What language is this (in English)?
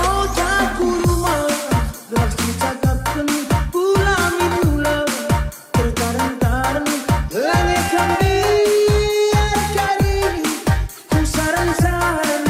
Batak Karo